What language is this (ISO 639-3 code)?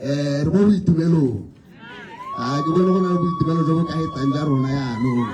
tsn